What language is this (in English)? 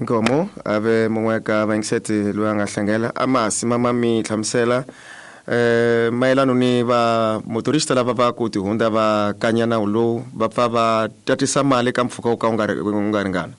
Tsonga